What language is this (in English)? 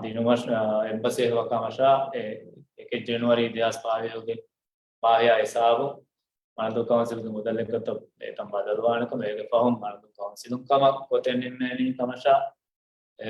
Divehi